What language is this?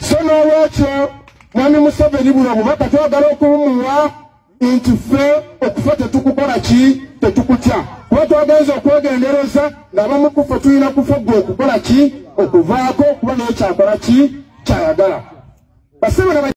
Ganda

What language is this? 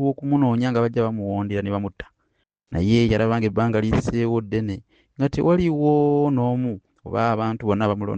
Ganda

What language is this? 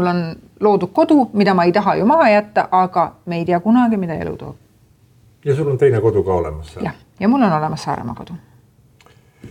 Estonian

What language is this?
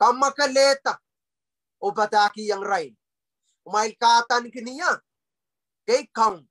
Pohnpeian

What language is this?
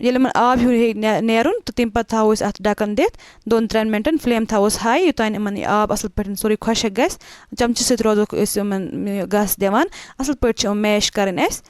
Kashmiri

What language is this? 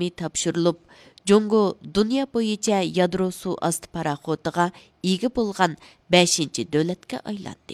Uyghur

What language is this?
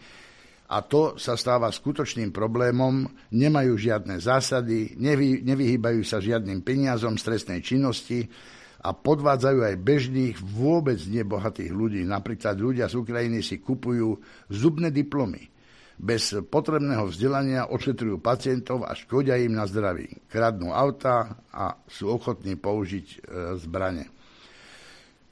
Slovak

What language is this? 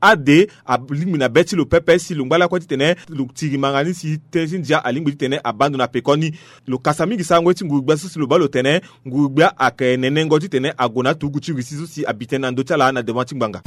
Sango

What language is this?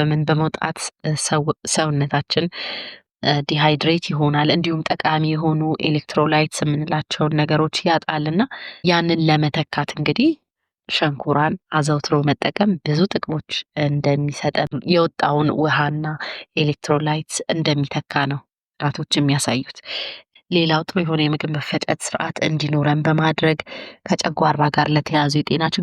Amharic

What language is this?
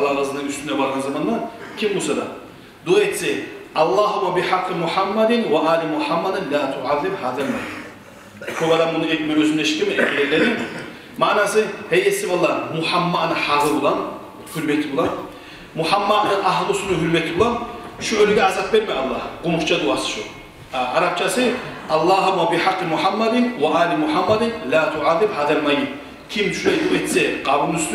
Kumyk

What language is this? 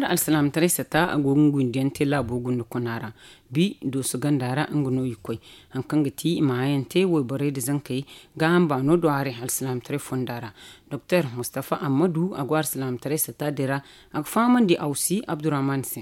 Zarma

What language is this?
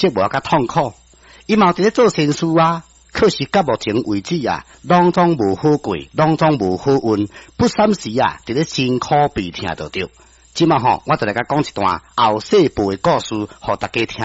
Min Nan Chinese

